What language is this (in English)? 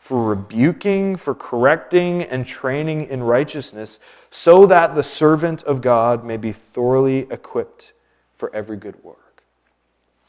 English